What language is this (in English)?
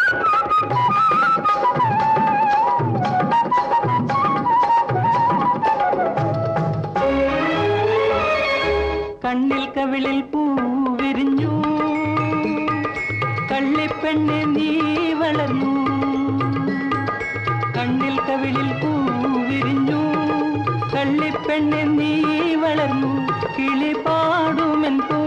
Malayalam